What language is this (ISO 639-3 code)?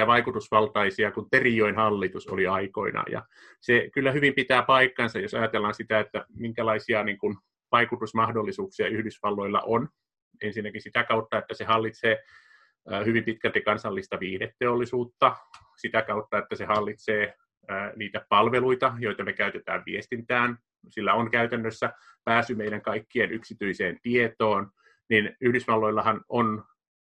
fin